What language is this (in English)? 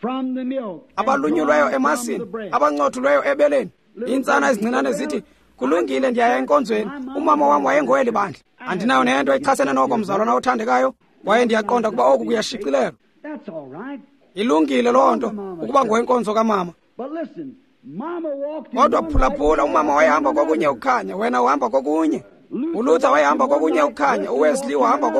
Xhosa